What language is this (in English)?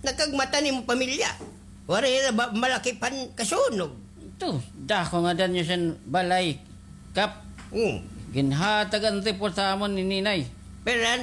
Waray